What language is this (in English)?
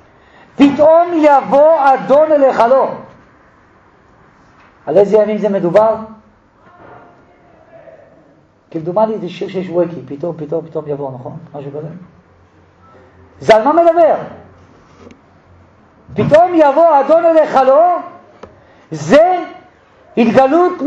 Hebrew